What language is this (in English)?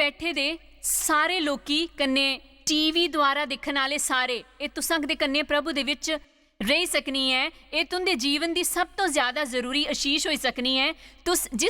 Dogri